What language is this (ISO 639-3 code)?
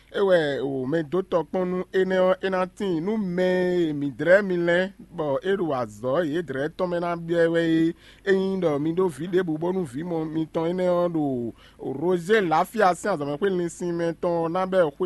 fon